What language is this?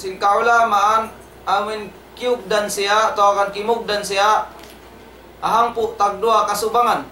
Tausug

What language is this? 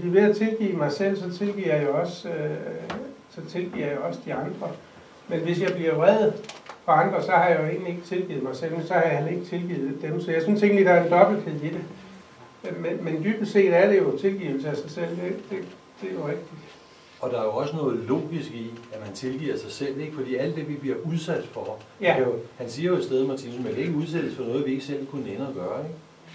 Danish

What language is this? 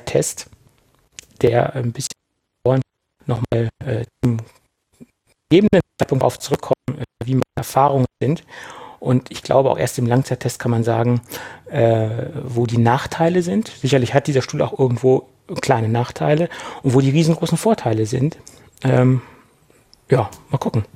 German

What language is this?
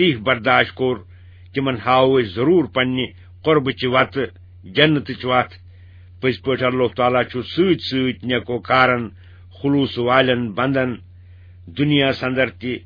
Kashmiri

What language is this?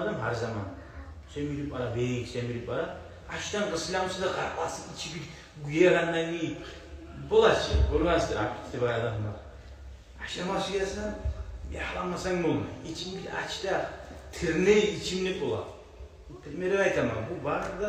Kumyk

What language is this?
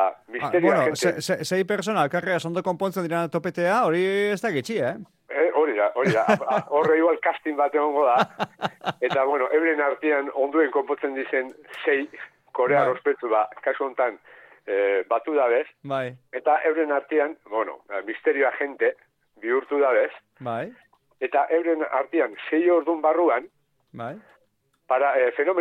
Basque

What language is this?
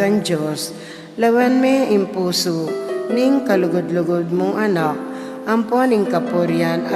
Pampanga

